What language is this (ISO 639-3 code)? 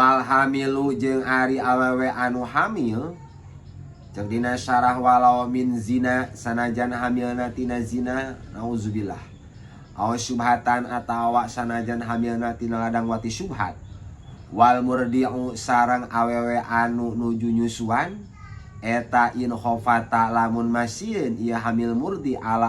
sun